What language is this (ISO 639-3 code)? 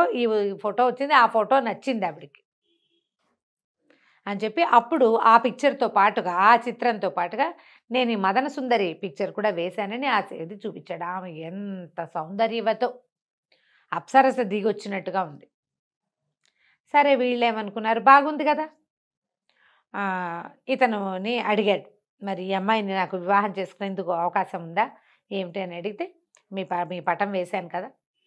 tel